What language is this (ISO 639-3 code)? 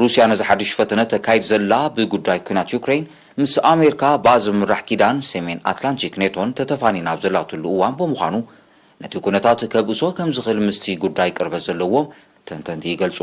tir